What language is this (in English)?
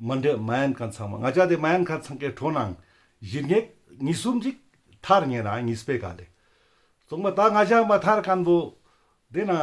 Ladakhi